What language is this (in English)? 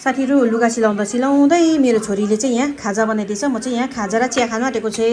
Nepali